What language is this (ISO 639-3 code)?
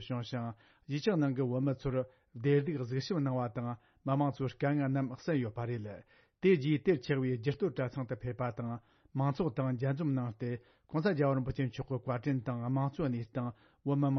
bod